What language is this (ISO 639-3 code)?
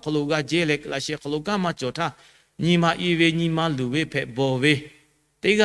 lhu